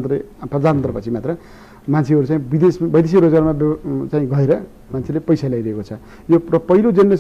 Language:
Nepali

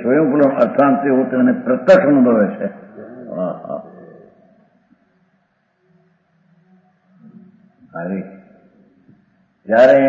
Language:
Gujarati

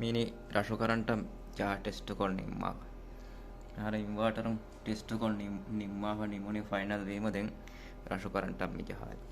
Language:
Divehi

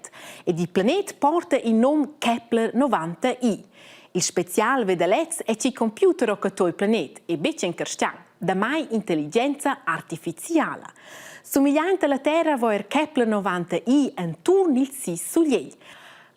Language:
Romansh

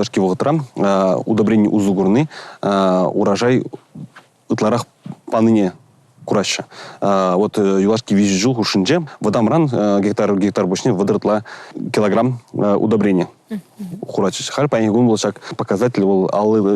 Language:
Chuvash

